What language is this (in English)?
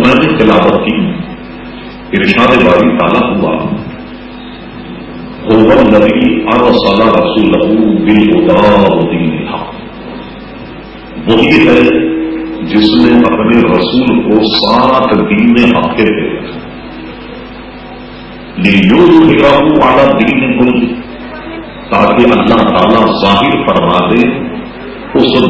Urdu